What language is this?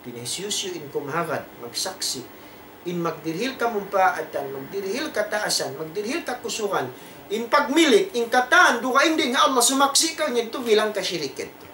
Tausug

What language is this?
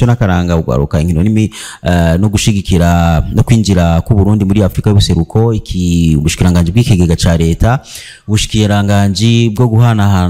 Rundi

